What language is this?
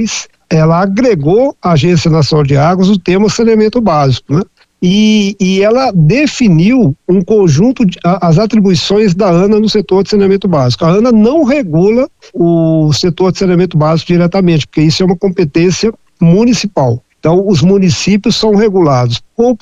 Portuguese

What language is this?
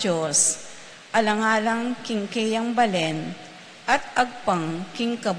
Pampanga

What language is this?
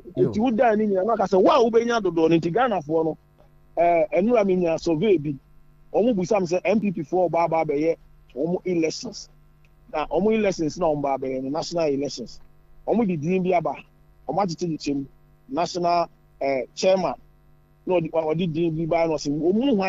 Akan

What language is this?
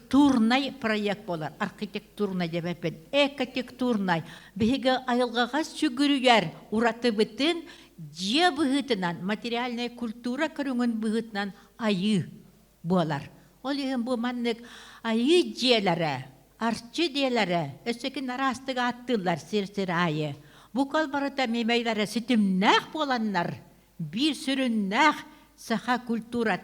Yakut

